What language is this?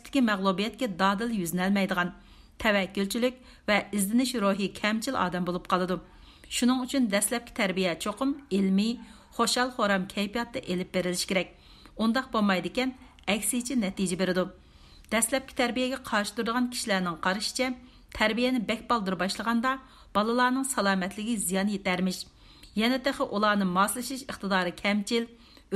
Uyghur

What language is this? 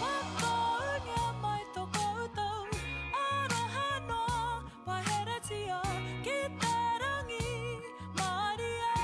Māori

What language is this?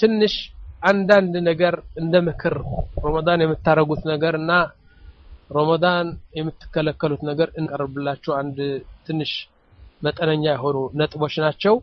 Amharic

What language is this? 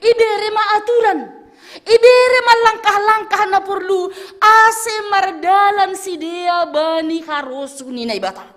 Batak Simalungun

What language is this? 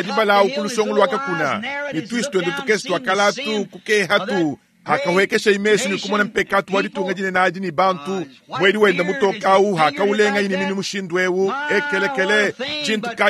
Luba-Lulua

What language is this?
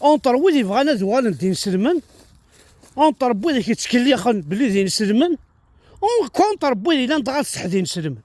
Kabyle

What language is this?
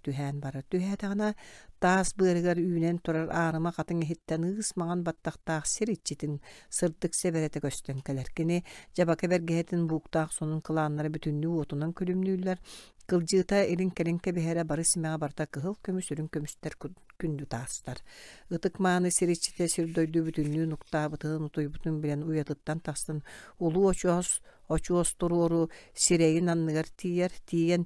Yakut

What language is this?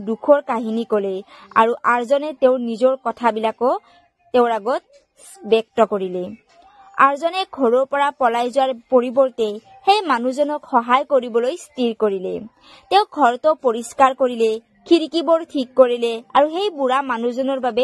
Assamese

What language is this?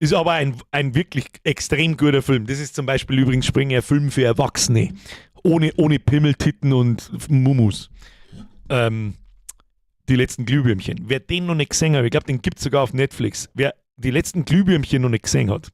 Bavarian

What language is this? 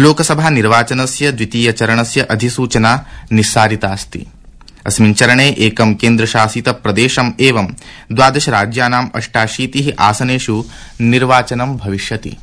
Sanskrit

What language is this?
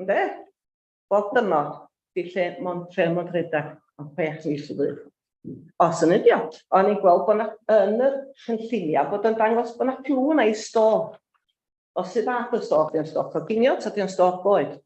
Welsh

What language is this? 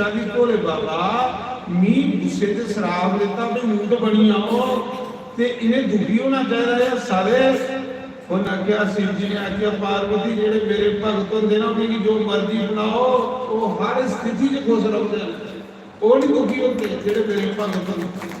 Dogri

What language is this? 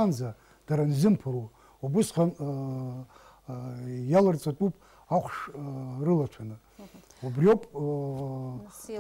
Abkhazian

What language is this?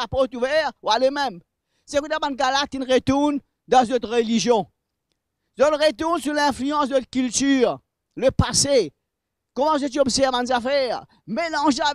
Morisyen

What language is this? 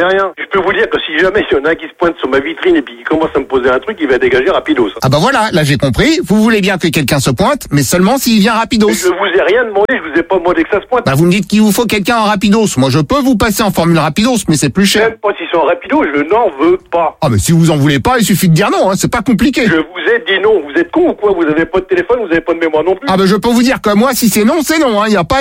French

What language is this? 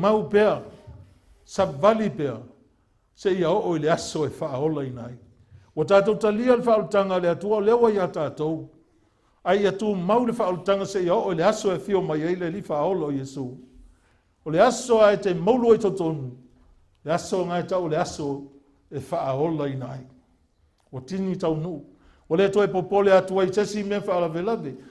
Samoan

